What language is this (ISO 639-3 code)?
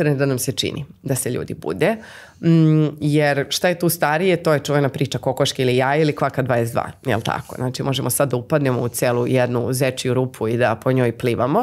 srp